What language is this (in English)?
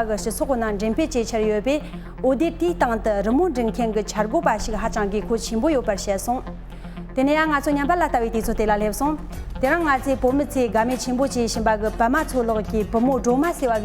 Tibetan